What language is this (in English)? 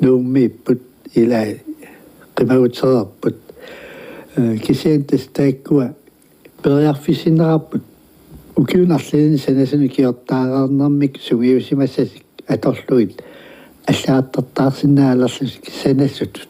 Kalaallisut